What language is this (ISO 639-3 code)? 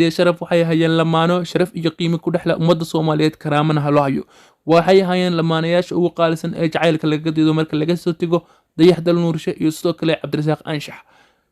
som